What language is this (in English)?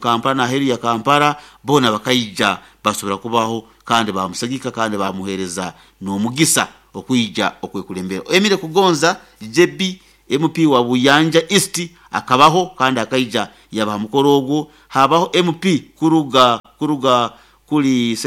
Nyoro